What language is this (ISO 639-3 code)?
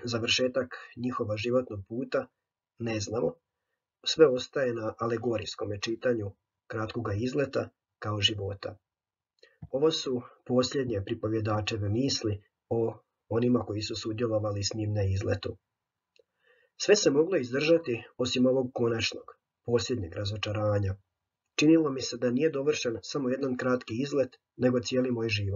hrv